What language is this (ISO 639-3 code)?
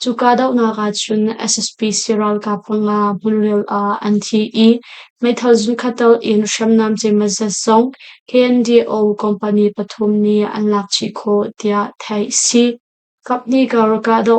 cnh